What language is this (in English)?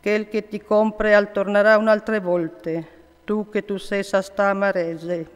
Friulian